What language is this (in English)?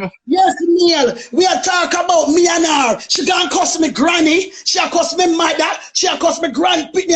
Jamaican Creole English